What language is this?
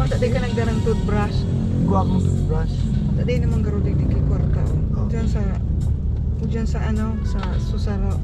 Bikol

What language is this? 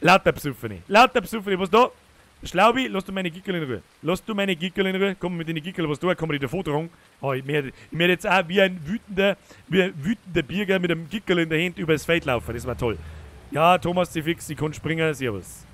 Bavarian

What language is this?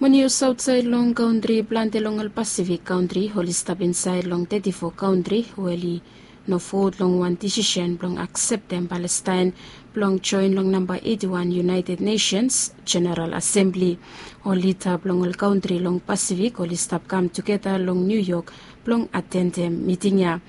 Bislama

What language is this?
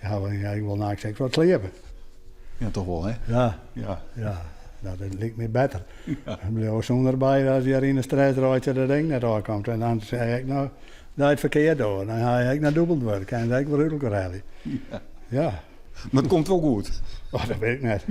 Western Frisian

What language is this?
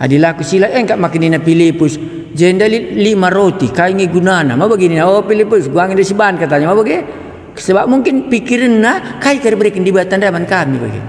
Batak Karo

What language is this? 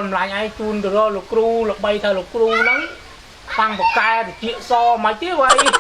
Khmer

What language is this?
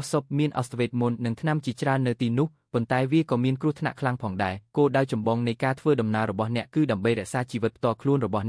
Khmer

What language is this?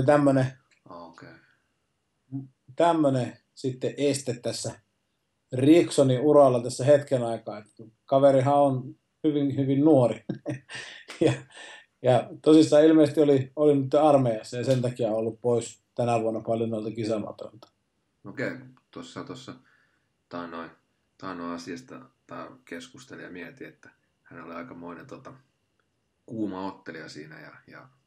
Finnish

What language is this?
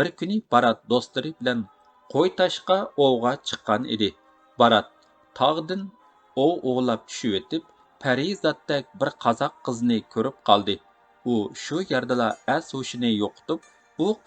Uyghur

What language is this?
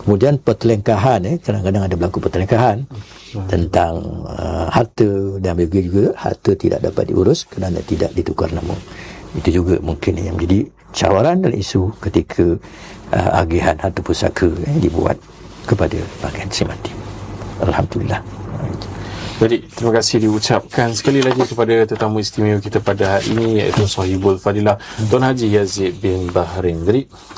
Malay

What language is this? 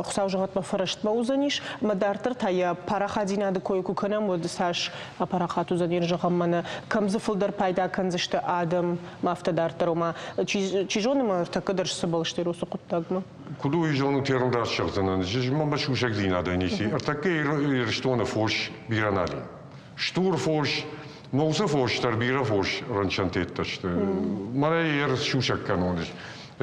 Ossetic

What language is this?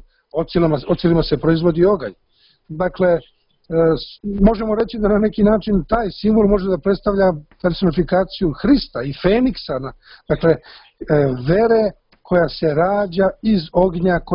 Serbian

